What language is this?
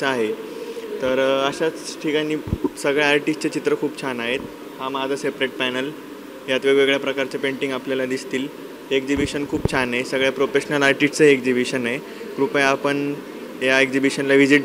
Marathi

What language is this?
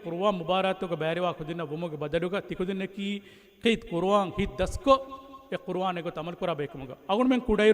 Divehi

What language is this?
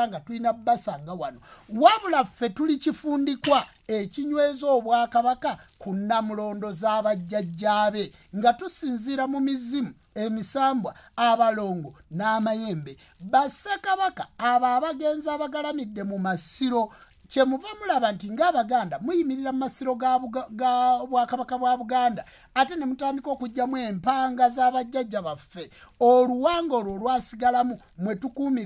Ganda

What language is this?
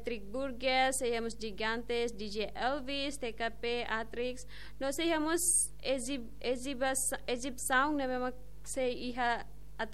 Tetum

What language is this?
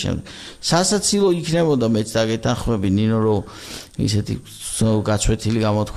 Georgian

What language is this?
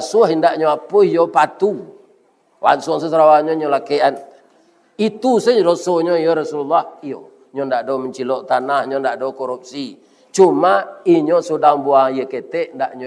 Minangkabau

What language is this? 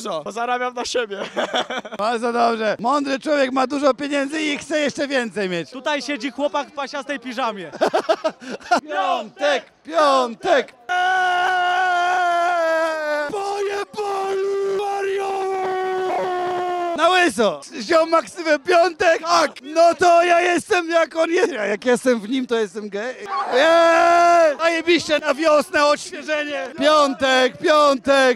Polish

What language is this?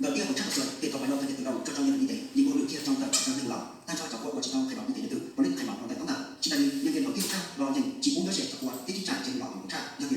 Hmong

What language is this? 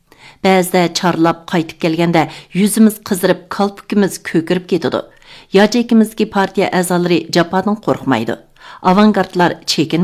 Uyghur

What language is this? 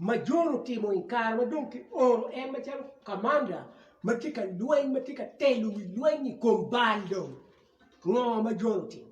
Acoli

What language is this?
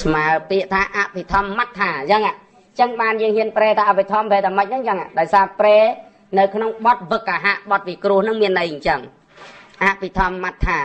Khmer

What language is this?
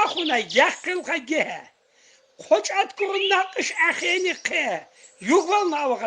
Tsakhur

